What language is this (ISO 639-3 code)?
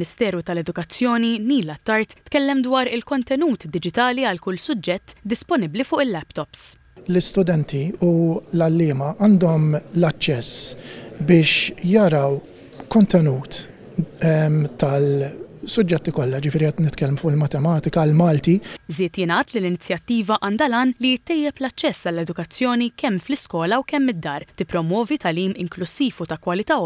mlt